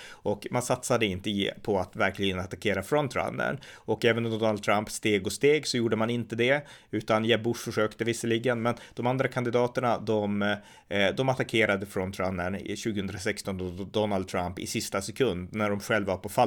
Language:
Swedish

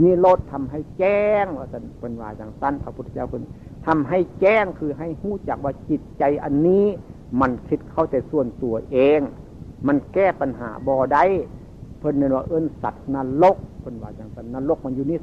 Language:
Northeastern Thai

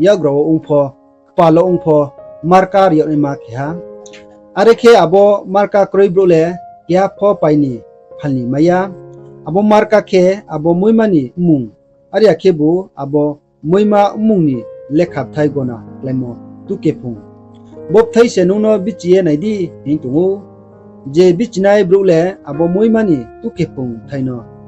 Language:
Riang (India)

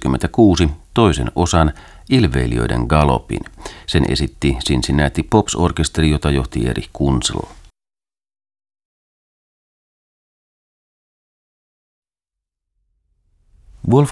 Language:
Finnish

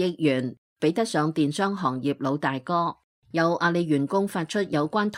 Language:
Cantonese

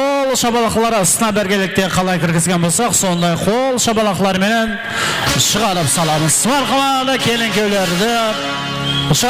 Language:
Kara-Kalpak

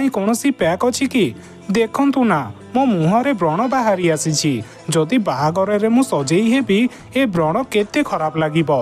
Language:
Odia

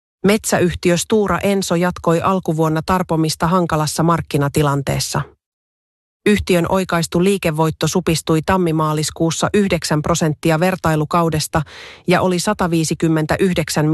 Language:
Finnish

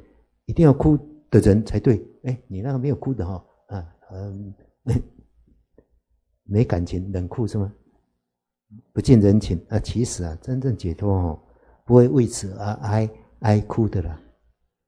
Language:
Chinese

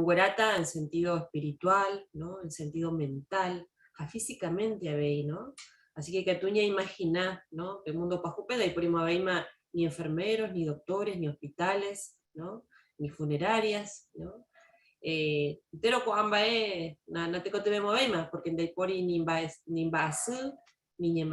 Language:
Guarani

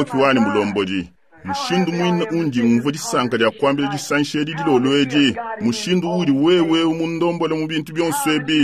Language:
Luba-Lulua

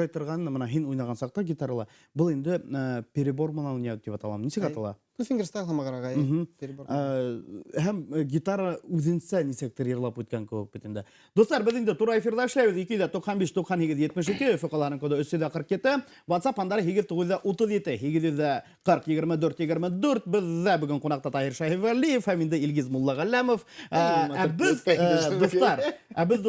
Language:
Bashkir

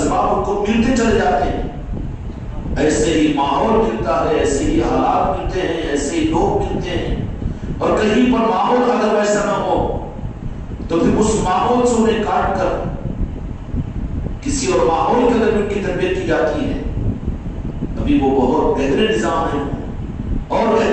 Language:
Urdu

